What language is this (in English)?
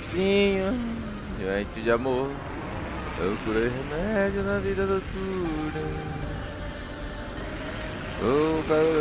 Portuguese